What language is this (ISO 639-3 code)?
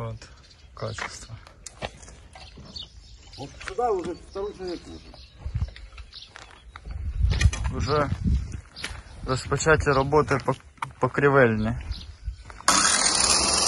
ukr